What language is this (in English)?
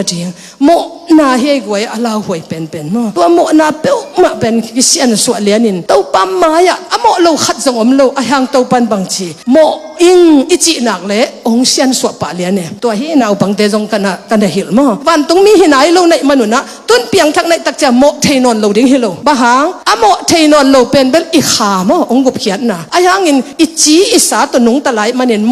Tedim Chin